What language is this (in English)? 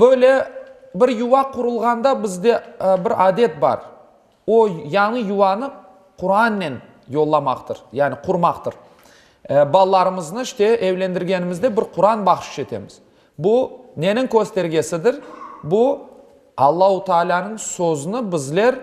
Crimean Tatar